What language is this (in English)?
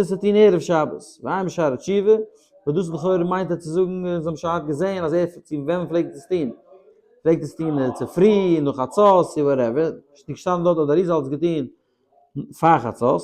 Yiddish